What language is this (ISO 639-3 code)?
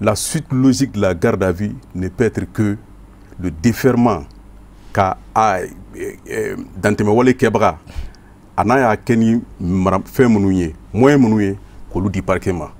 bam